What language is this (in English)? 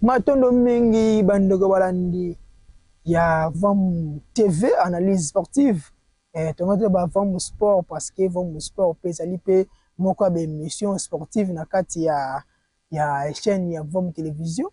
Lingala